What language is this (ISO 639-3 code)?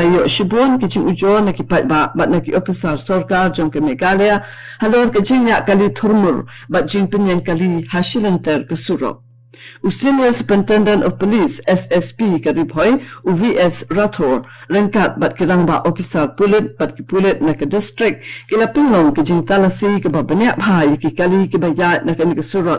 kha